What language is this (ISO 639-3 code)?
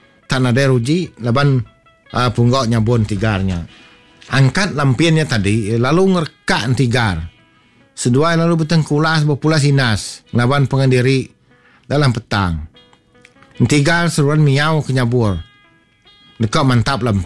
iba